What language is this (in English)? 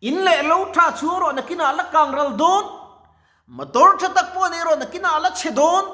Mizo